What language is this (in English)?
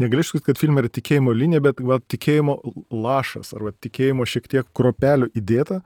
Lithuanian